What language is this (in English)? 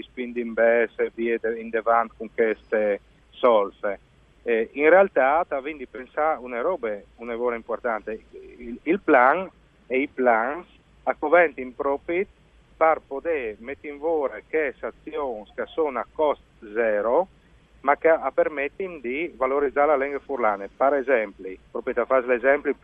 Friulian